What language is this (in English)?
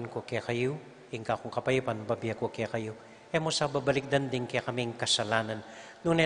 Pampanga